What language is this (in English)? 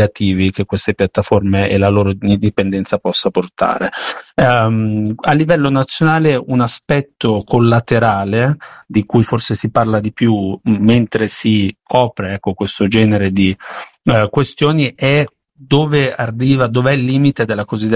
Italian